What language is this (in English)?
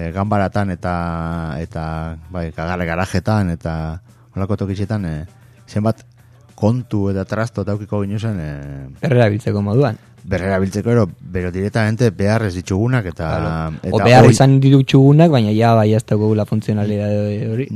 Basque